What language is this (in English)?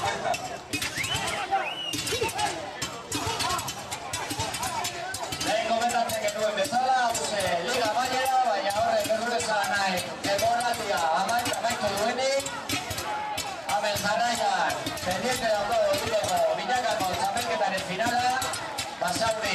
Basque